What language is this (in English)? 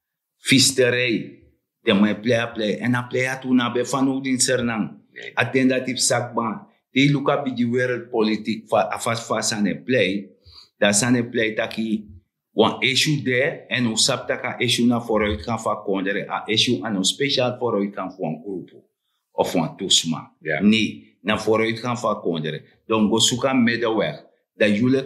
Sranan Tongo